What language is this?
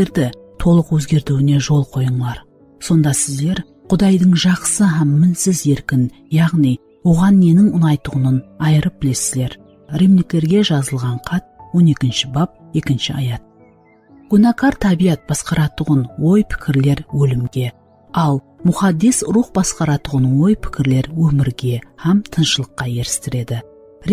Kara-Kalpak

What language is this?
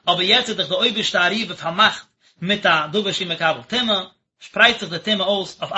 Yiddish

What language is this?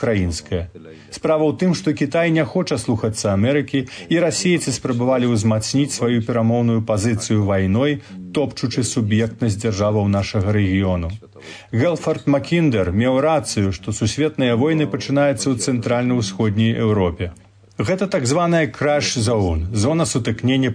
Belarusian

